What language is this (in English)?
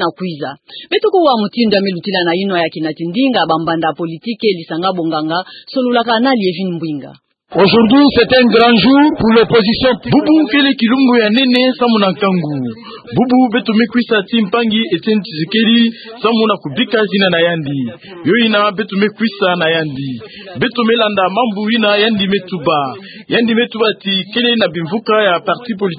Kituba (Democratic Republic of Congo)